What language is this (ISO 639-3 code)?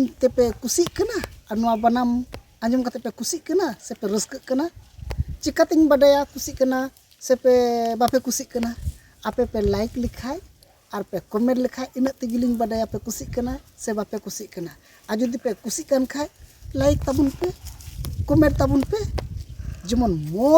sat